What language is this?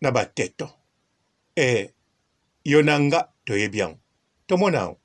Lingala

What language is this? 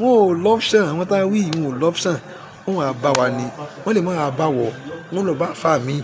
Yoruba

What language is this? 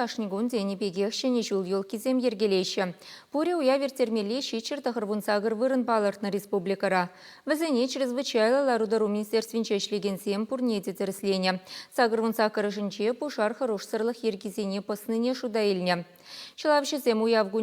Chuvash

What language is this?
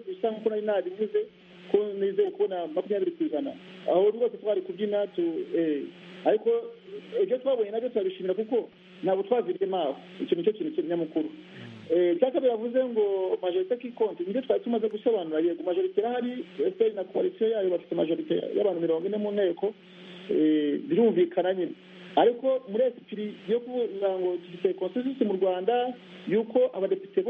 Kinyarwanda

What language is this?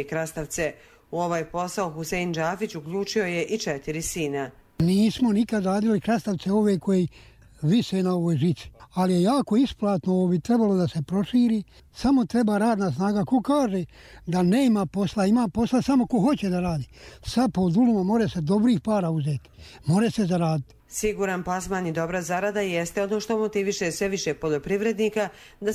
Bosnian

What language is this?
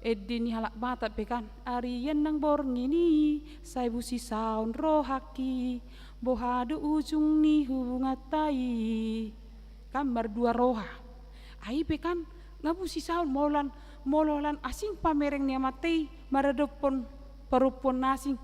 Batak Toba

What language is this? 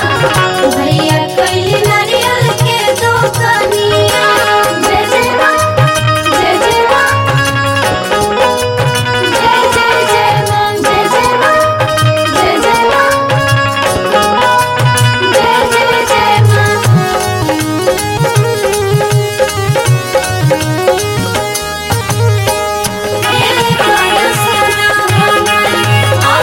Bhojpuri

